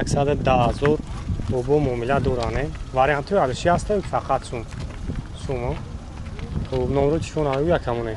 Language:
Tajik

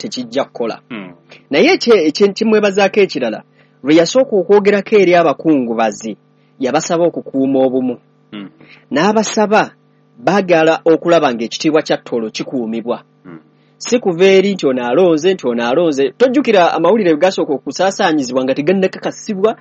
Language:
Ganda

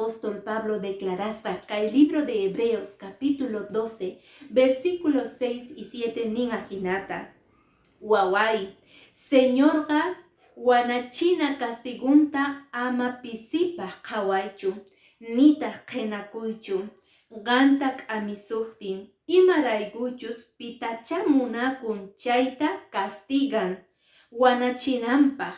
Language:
Quechua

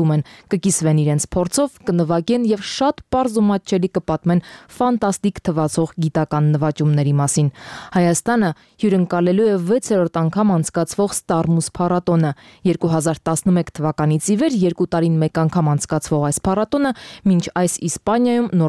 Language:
Armenian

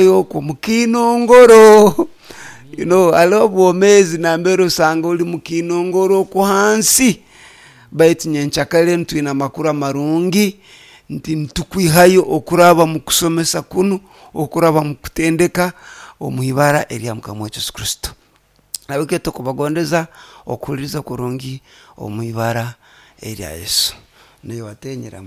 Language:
Nyoro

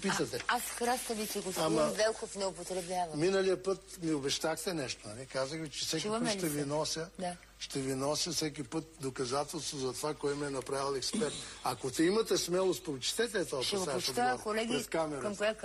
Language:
Bulgarian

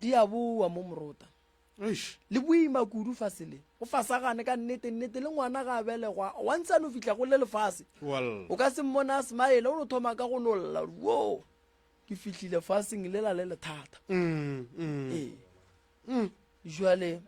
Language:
Northern Sotho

